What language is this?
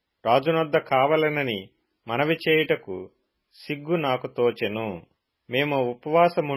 Telugu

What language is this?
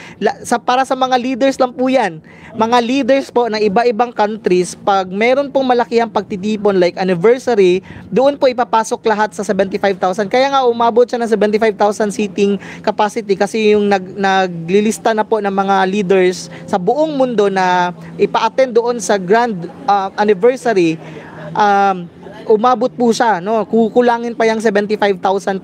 Filipino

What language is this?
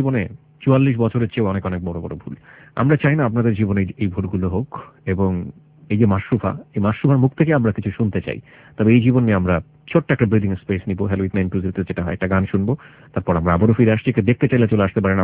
Bangla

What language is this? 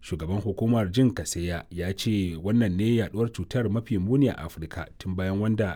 Hausa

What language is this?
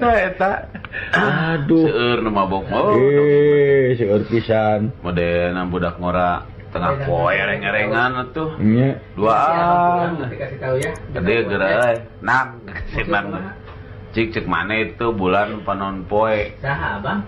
Sundanese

